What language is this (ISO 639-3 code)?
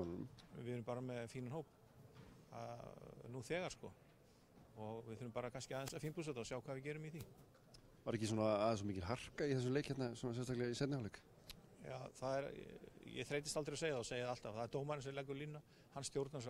isl